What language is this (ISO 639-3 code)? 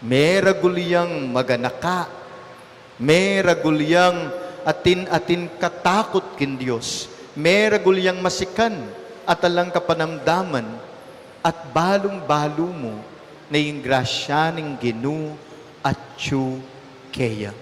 pam